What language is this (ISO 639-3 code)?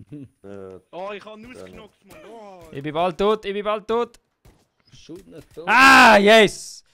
gsw